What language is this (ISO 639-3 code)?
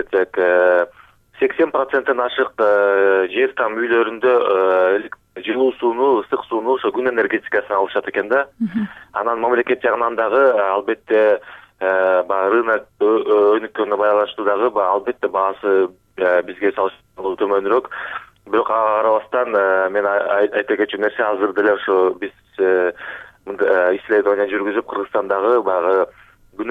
kir